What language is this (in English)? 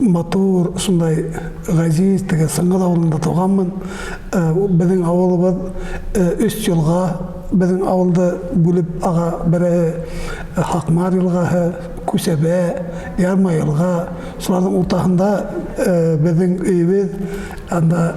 Bashkir